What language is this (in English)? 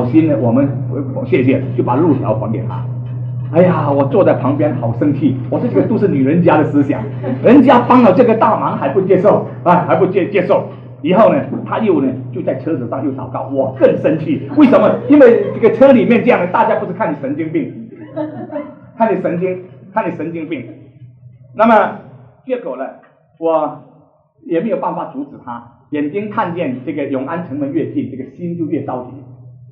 Chinese